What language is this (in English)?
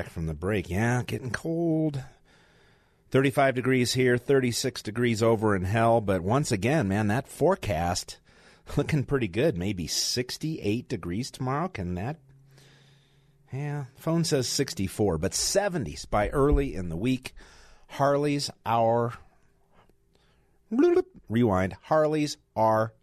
English